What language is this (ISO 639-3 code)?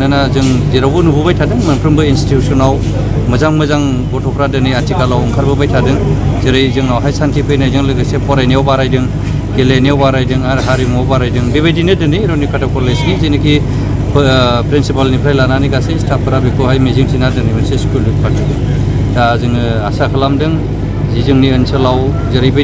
brx